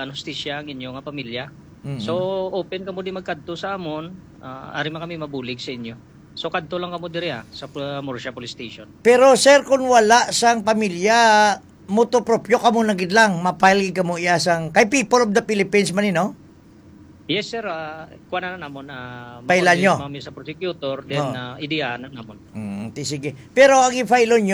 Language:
Hiligaynon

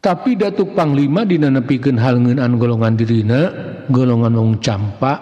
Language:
Sundanese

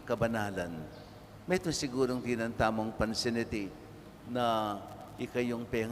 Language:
Pampanga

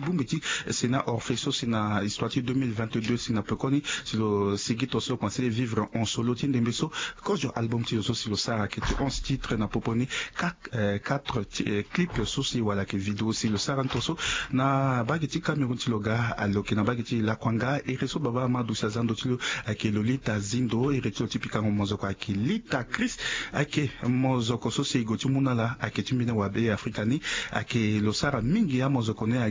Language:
Sango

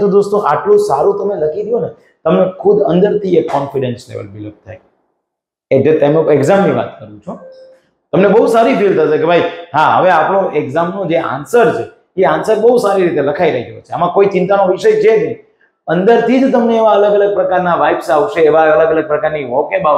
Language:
Gujarati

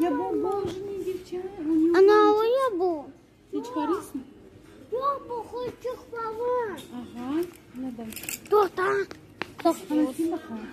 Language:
Crimean Tatar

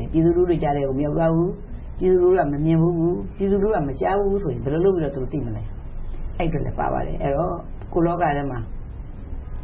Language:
Burmese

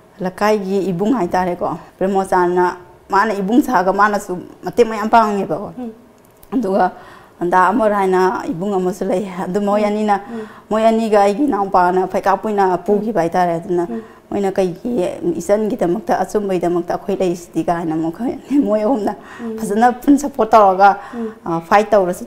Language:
Manipuri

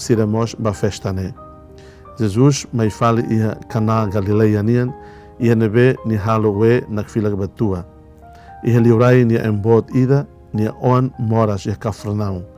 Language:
Tetum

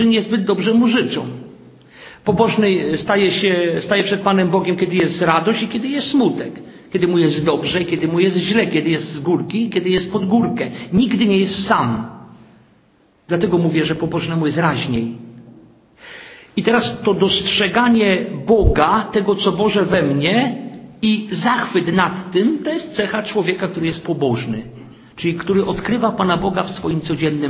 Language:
Polish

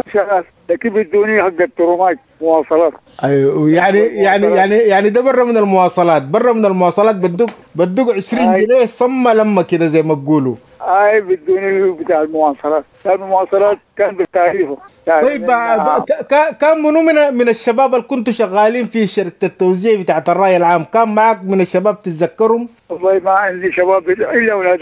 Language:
Sudanese Arabic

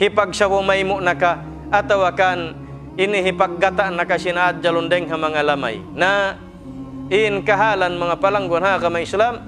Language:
Tausug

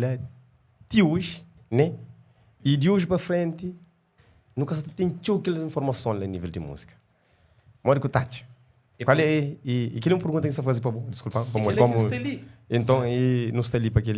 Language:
Kabuverdianu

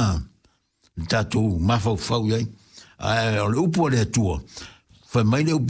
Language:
Samoan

